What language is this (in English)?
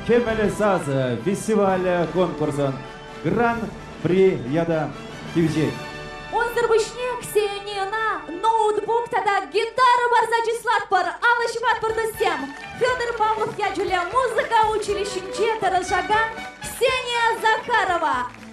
Chuvash